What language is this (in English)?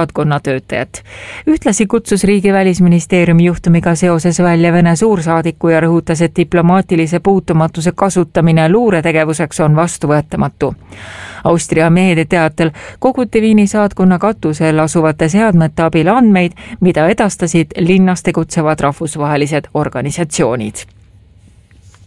Estonian